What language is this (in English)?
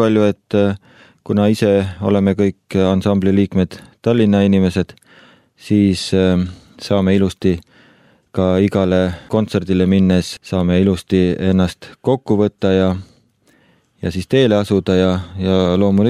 Estonian